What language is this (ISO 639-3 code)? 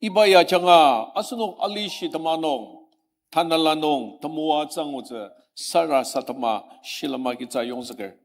njo